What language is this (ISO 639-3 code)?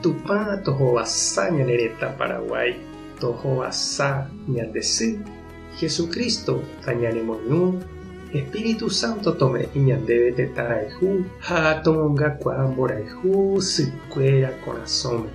grn